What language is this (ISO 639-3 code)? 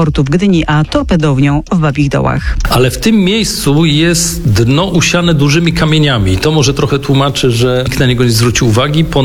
pol